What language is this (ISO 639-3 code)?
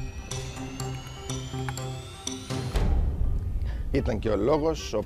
ell